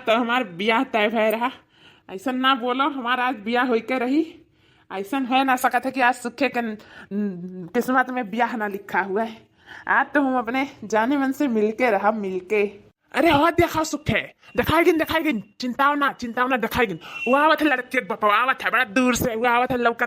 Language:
Awadhi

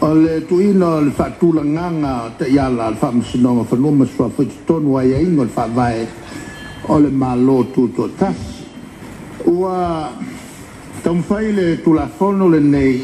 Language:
Samoan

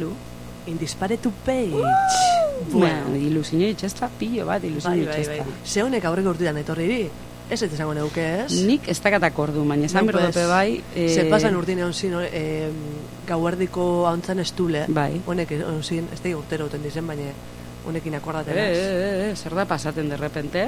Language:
Basque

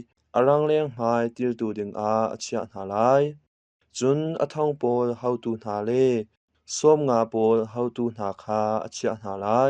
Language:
Hakha Chin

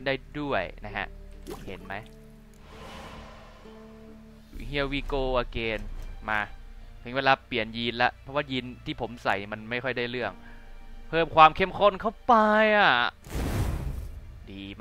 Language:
Thai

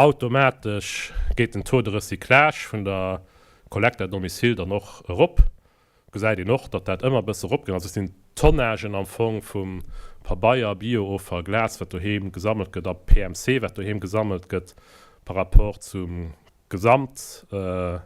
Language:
Luxembourgish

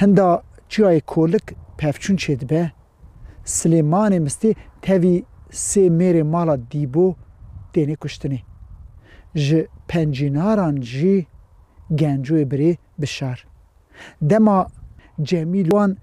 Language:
Kurdish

